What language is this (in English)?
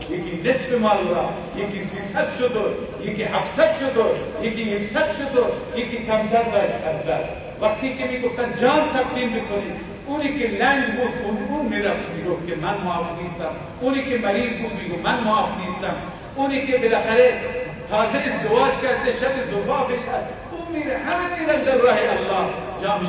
Persian